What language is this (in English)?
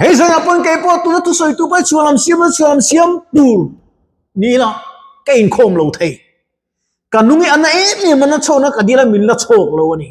Mizo